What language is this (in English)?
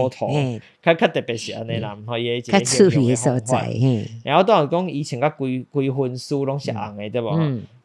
Min Nan Chinese